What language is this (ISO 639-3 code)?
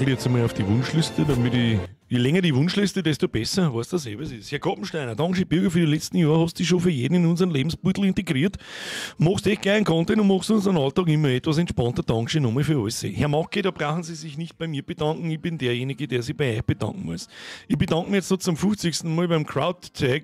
bar